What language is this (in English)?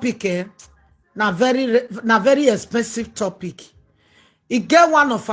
Nigerian Pidgin